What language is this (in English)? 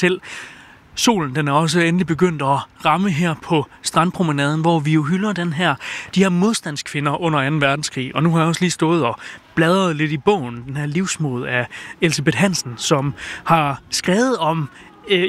Danish